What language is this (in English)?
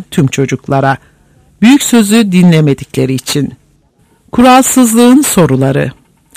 Turkish